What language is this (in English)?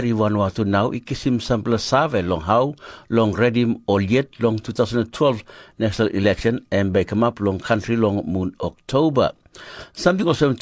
Tok Pisin